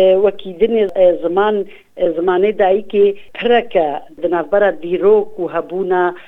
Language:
Kurdish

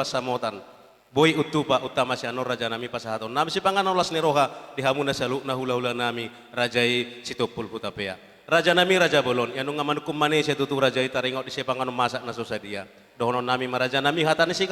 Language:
Batak Toba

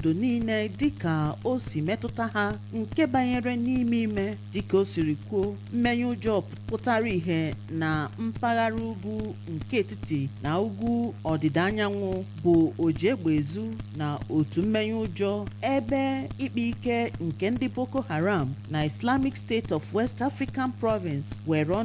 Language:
Igbo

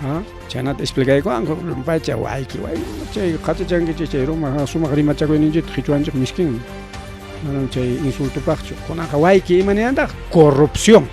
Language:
Ayacucho Quechua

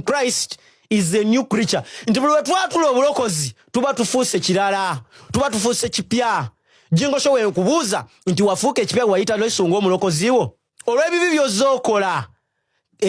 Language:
Ganda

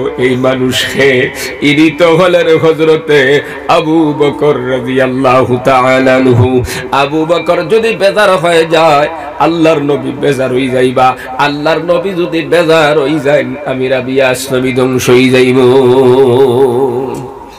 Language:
Bangla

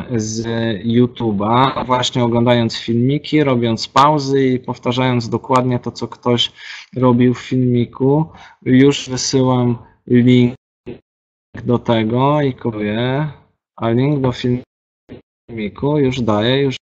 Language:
Polish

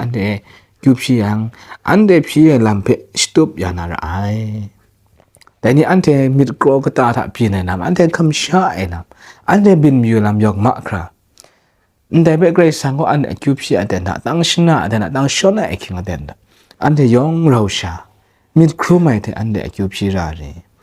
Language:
Kachin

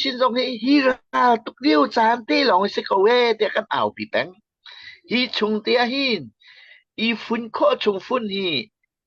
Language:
Hakha Chin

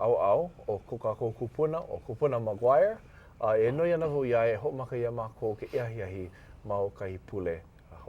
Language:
Hawaiian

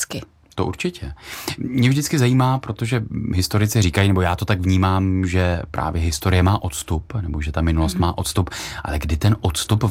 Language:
Czech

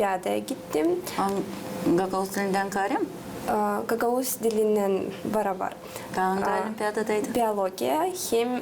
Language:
Gagauz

